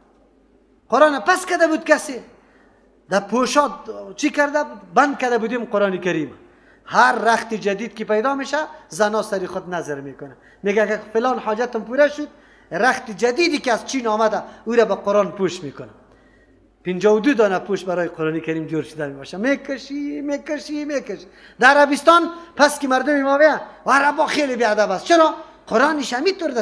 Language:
Persian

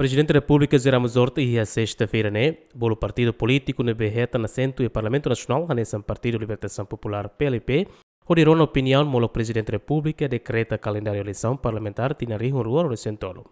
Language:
Tetum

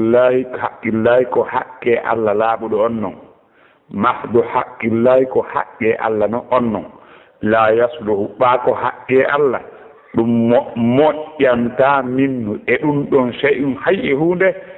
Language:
Fula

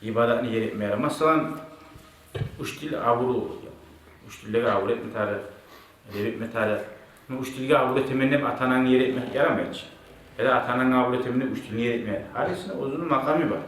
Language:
Kumyk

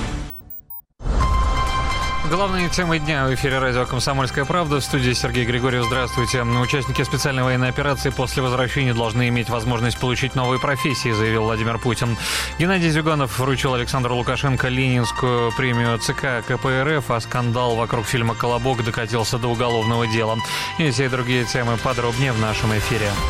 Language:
Russian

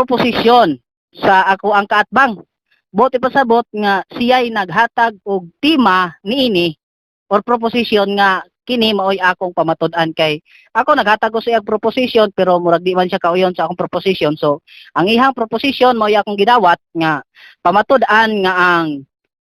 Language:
Cebuano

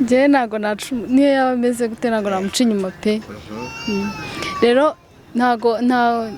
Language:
Kinyarwanda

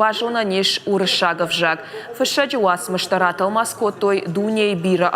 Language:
Ossetic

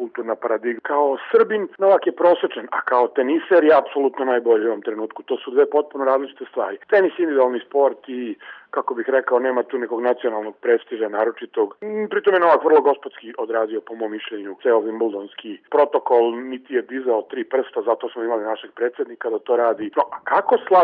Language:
Serbian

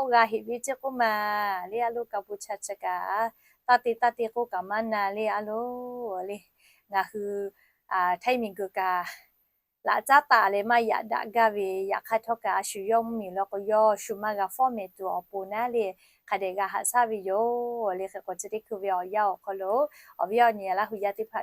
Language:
Lahu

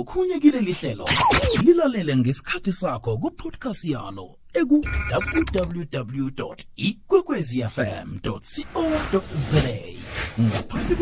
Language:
South Ndebele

